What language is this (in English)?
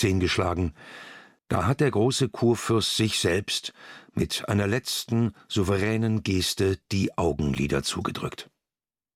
German